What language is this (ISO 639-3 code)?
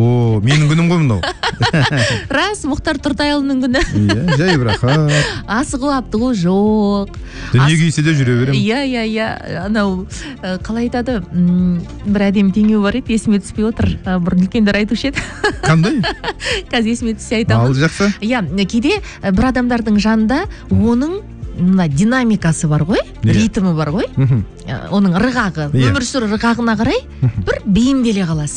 kaz